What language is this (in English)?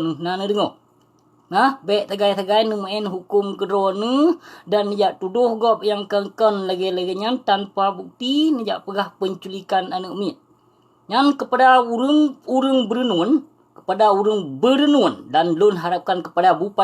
Achinese